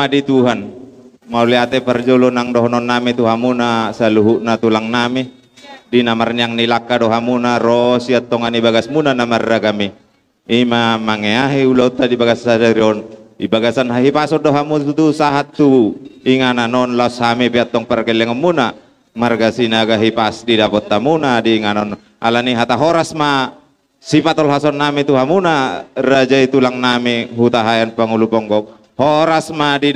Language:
Batak Toba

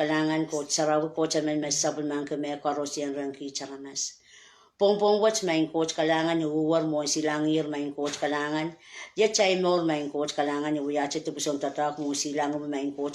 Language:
Pohnpeian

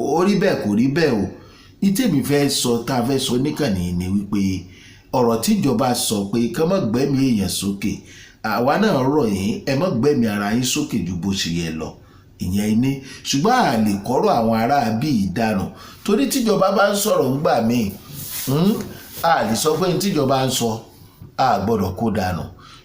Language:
Yoruba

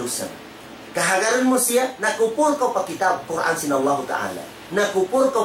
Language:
Tausug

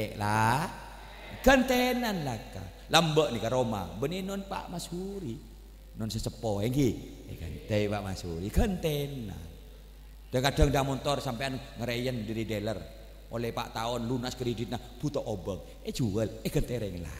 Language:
Madurese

